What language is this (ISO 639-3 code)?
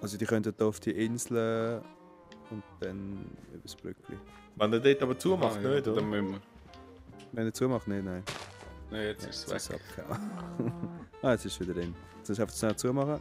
gsw